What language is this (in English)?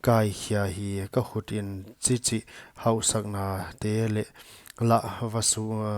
Paite Chin